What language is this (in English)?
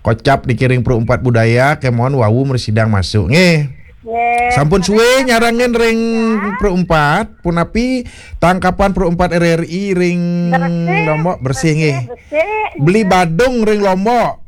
Balinese